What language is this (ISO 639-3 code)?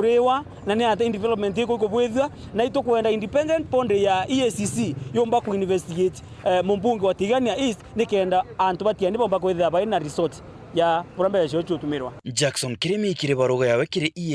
mer